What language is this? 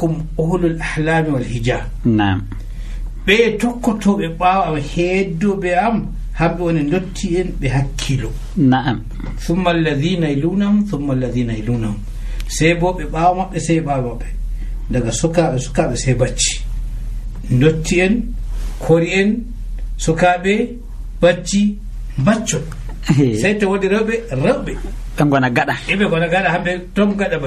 Nigerian Fulfulde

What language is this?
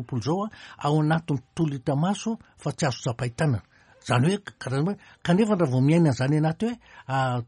Malagasy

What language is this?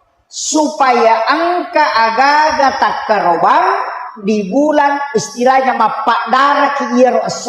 Buginese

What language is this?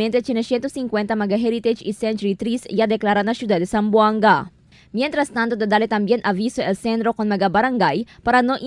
Chavacano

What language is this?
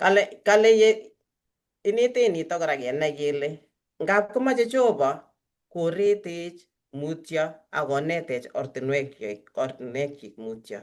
Kalenjin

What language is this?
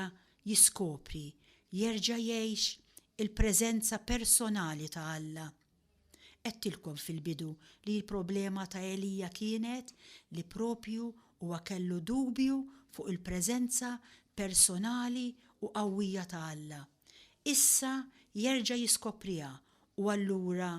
Maltese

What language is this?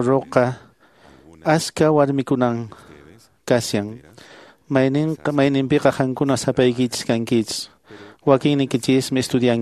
Quechua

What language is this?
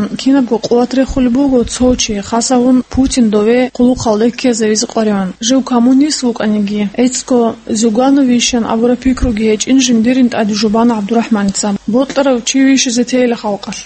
Avaric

